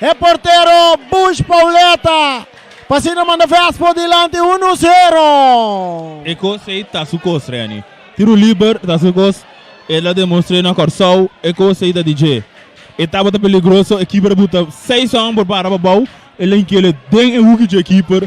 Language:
Papiamento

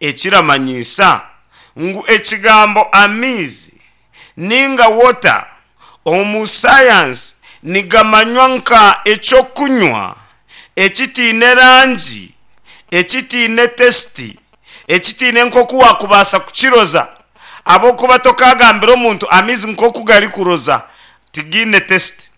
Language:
Nyankole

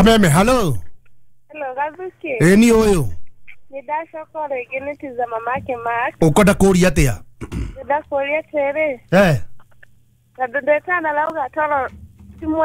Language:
Kikuyu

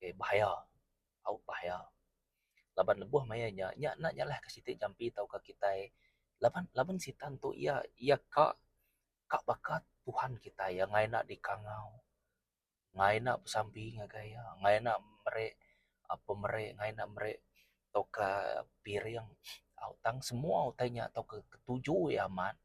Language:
Iban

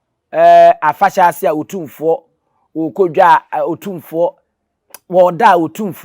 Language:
Akan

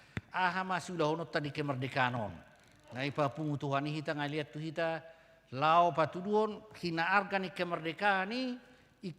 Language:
Batak Toba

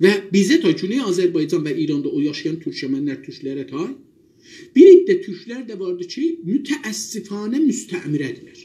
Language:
South Azerbaijani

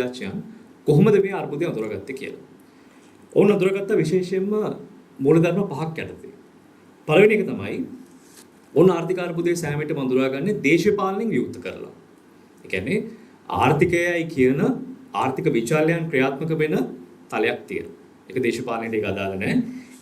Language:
Sinhala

